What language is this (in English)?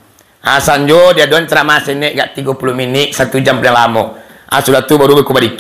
Minangkabau